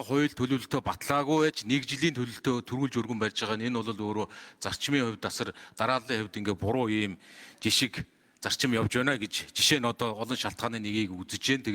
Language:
Mongolian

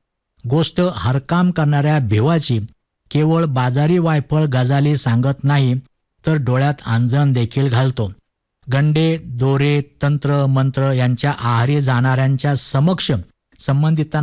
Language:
Marathi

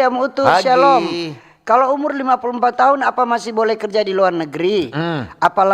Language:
Manado Malay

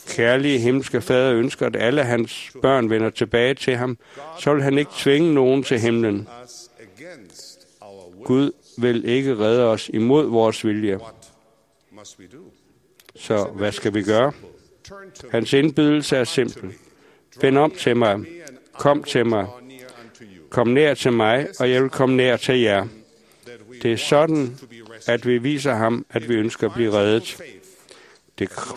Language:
Danish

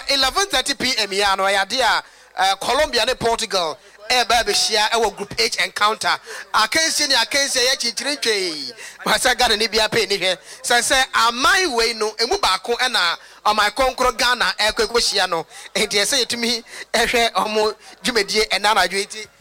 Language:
Akan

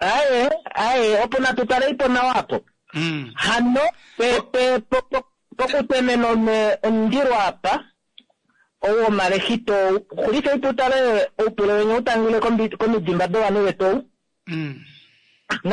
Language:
Kuanyama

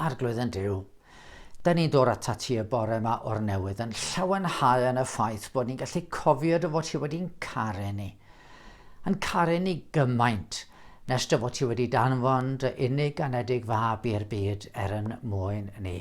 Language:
Welsh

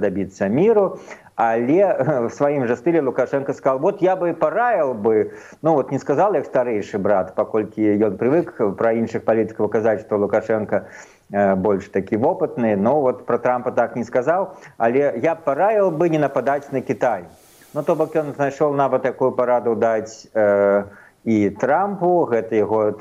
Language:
Belarusian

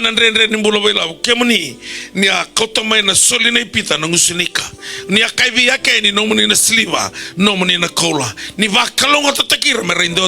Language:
Fijian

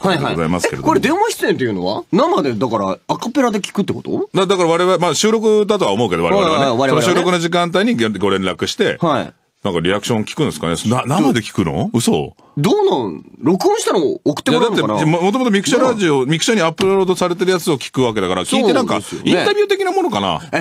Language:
Japanese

